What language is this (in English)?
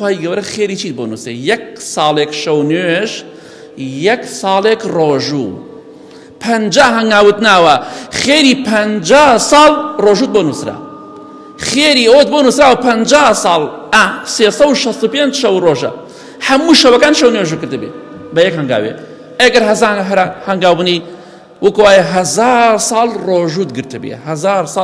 Central Kurdish